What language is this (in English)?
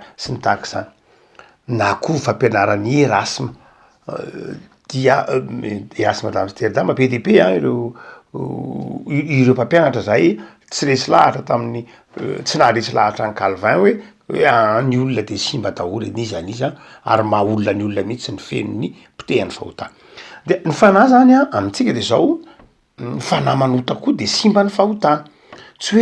Malagasy